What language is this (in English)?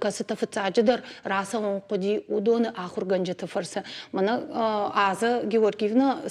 Ossetic